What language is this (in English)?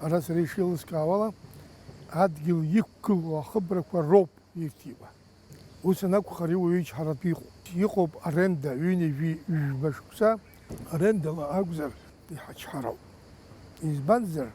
Abkhazian